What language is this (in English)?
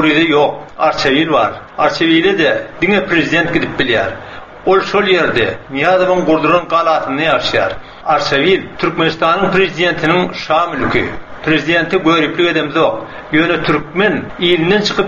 Turkmen